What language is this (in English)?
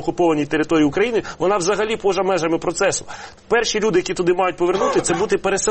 Ukrainian